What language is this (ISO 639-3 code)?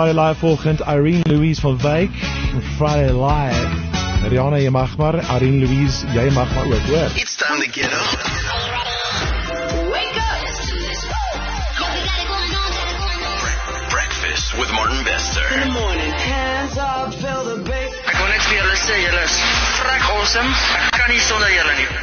afr